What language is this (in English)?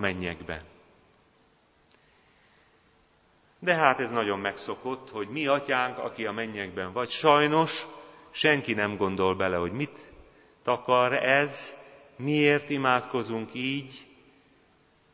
Hungarian